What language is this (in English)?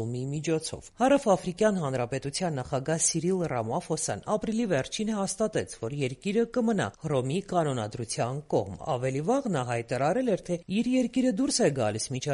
Armenian